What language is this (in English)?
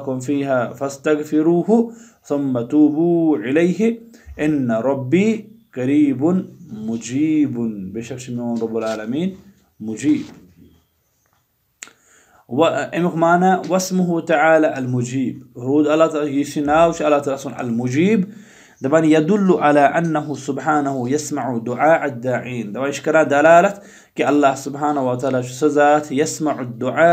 Kashmiri